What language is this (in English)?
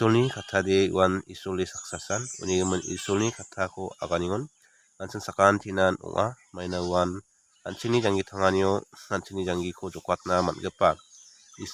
Garo